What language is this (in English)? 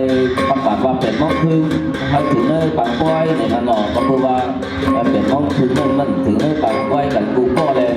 Shan